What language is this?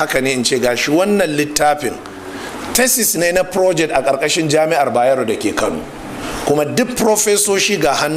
Hausa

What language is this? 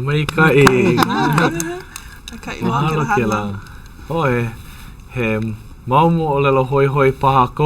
Hawaiian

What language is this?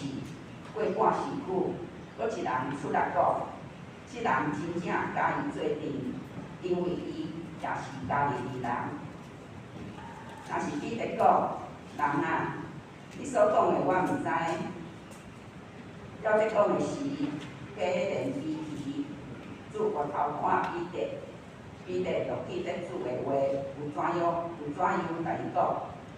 Min Nan Chinese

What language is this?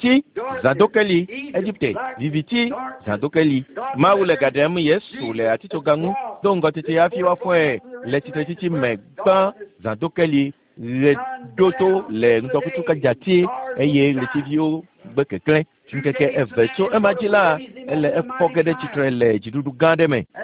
Ewe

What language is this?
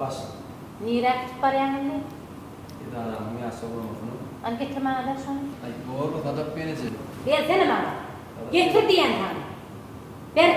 Turkmen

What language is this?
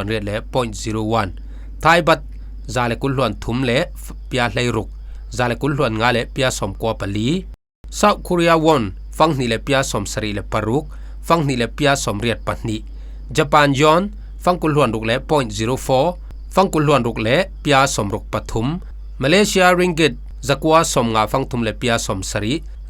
Falam Chin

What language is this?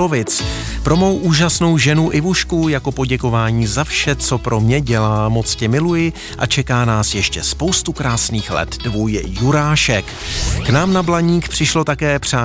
Czech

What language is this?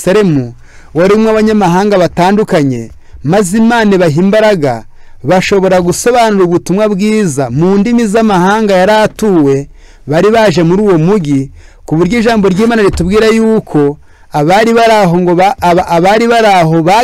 Kinyarwanda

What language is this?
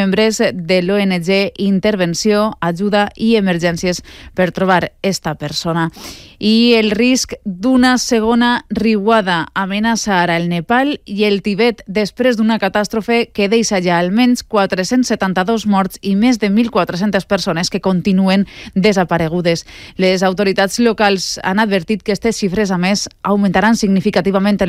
Catalan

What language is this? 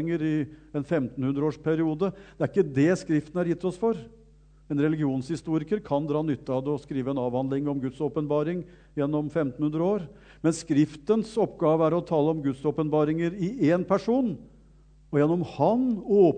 Norwegian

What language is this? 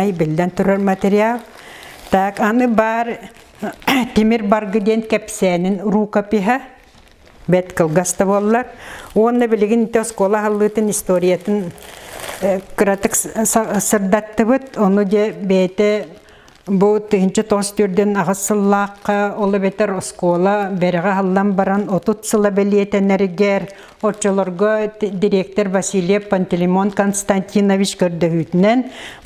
Yakut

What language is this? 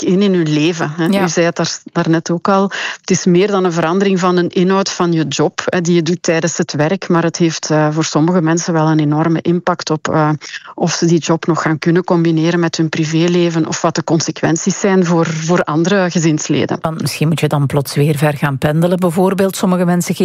Dutch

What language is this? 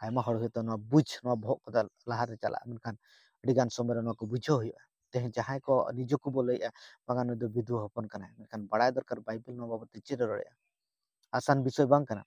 Santali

